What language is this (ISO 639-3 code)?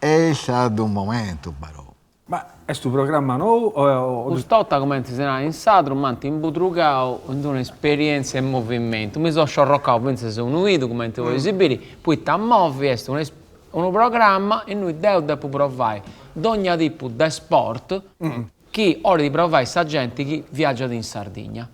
srd